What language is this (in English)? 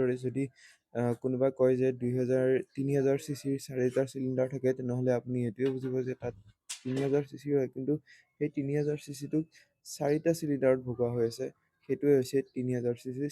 Assamese